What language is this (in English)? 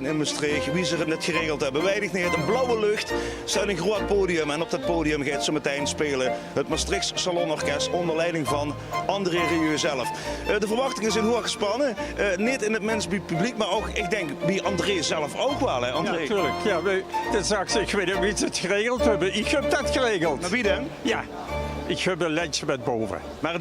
Limburgish